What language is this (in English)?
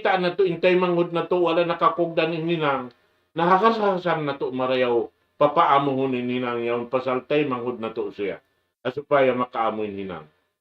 Tausug